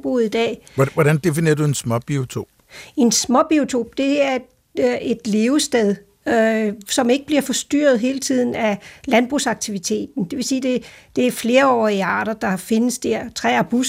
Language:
Danish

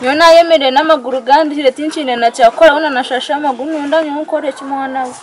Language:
Nyankole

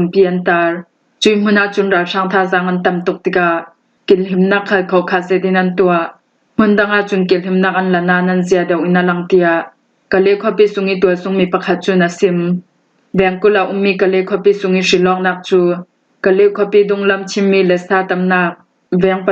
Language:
Falam Chin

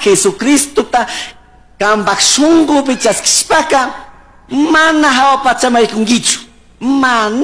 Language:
Chimborazo Highland Quichua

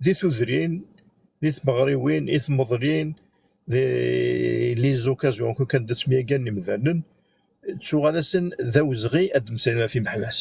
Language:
Kabyle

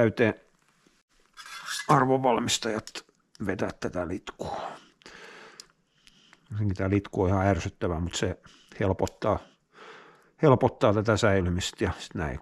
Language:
Finnish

